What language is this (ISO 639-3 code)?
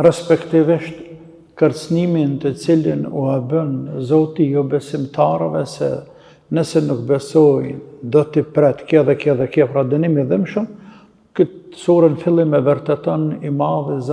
sqi